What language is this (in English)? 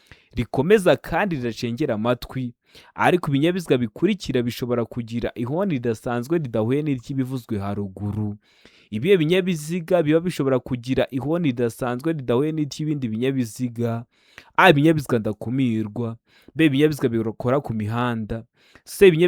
Kinyarwanda